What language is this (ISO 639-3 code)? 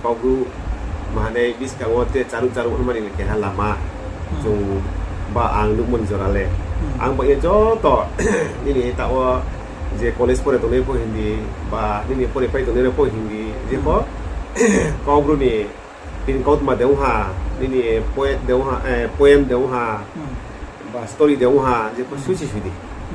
ria